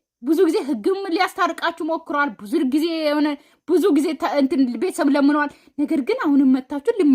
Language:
Amharic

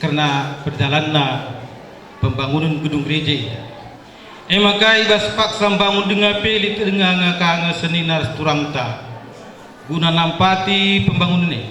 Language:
Batak Karo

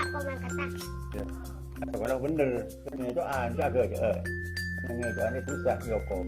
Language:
Madurese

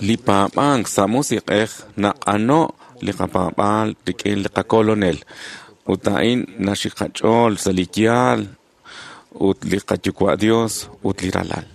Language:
Kekchí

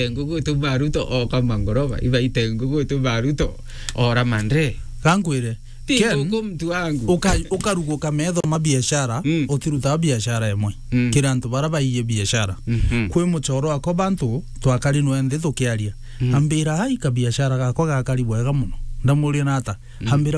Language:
Meru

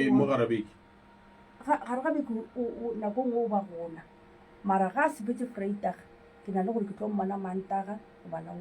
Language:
Northern Sotho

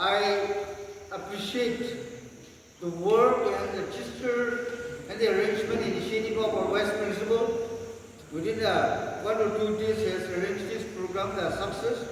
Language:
Naga Pidgin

